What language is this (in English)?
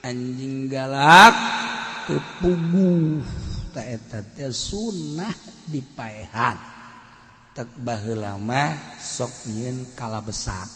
Sundanese